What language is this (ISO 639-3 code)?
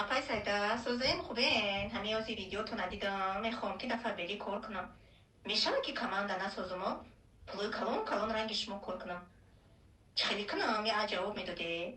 tgk